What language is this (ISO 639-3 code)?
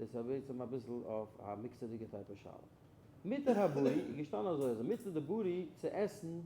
yid